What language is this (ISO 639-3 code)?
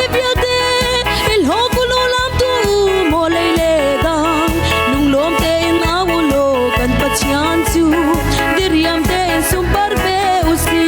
cnh